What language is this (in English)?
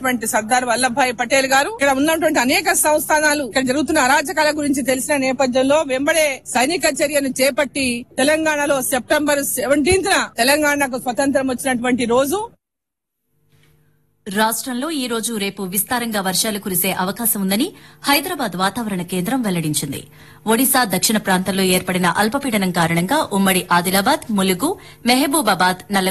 Telugu